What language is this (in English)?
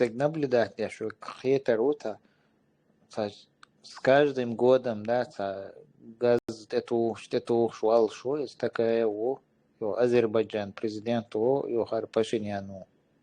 Chechen